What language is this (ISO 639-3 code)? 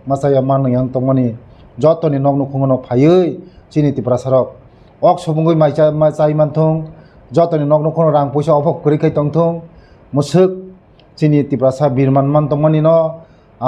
trp